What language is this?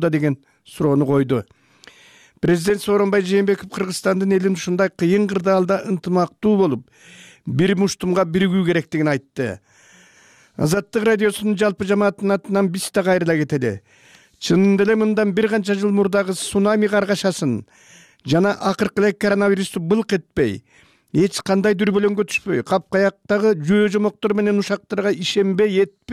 Kyrgyz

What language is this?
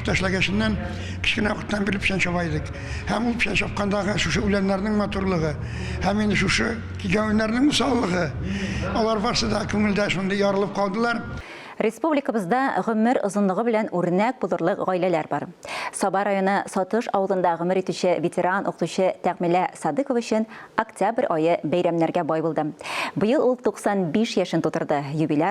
Tatar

